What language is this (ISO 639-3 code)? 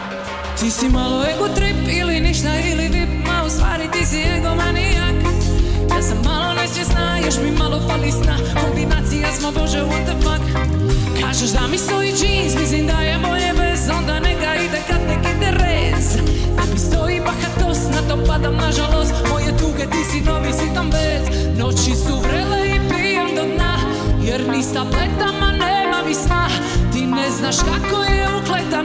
hrv